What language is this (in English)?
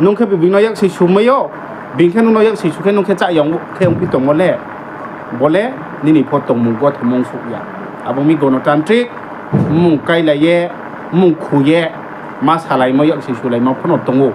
Riang (India)